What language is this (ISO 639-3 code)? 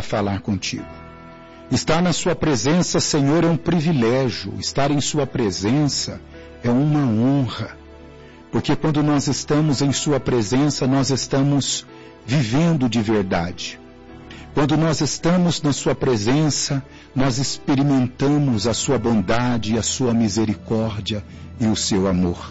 por